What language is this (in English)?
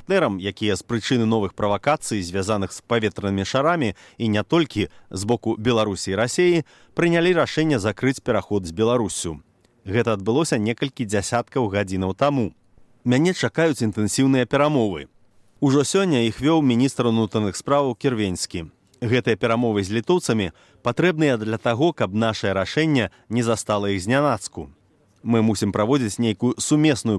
Belarusian